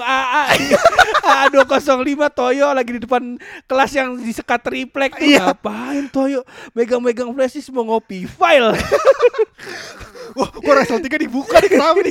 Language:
Indonesian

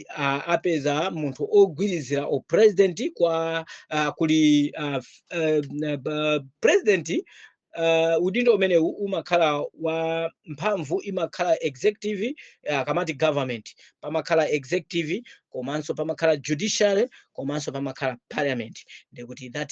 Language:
Nyanja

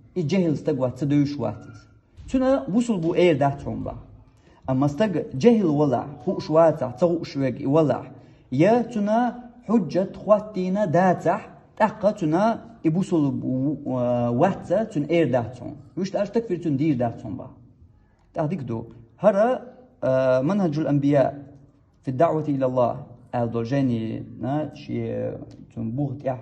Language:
Chechen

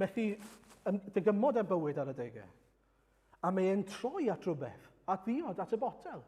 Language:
Welsh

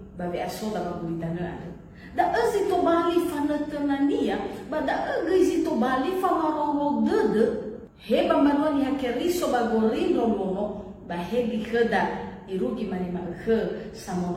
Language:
Nias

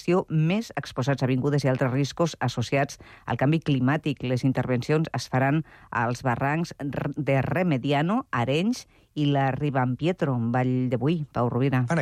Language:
Catalan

